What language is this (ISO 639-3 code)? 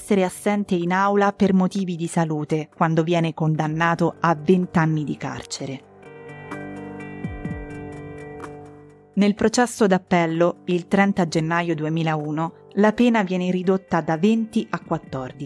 ita